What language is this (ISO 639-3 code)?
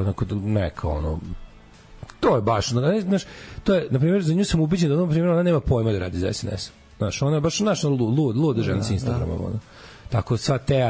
srp